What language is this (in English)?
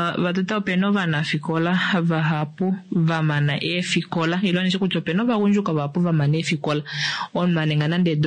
Kuanyama